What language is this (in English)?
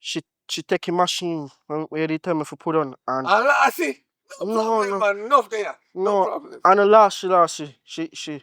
Jamaican Creole English